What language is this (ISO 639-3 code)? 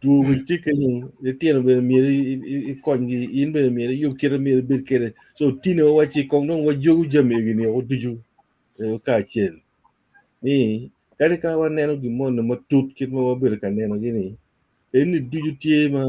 ach